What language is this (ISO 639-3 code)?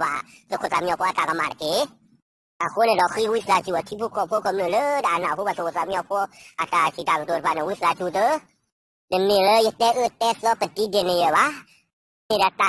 ksw